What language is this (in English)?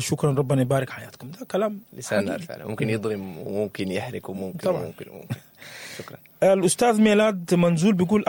Sudanese Arabic